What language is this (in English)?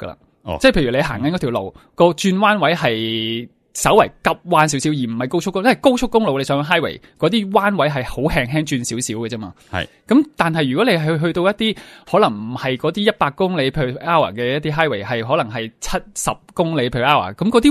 Cantonese